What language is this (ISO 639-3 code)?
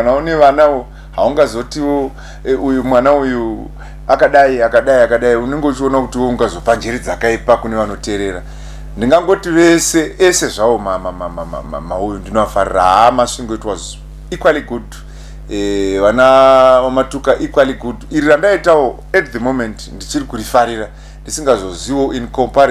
sna